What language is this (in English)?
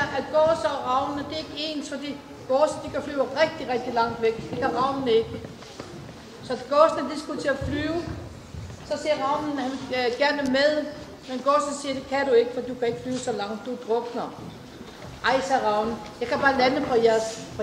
Danish